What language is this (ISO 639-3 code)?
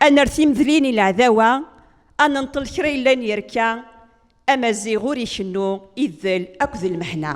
kab